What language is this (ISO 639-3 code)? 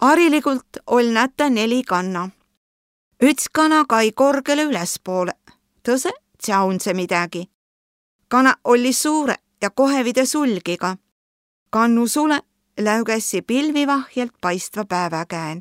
vro